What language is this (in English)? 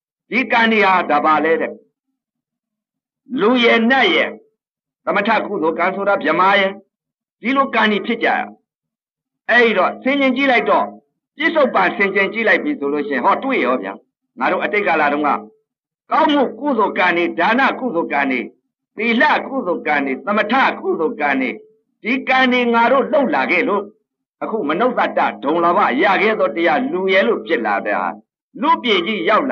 Burmese